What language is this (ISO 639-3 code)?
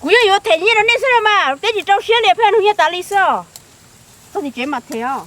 hmn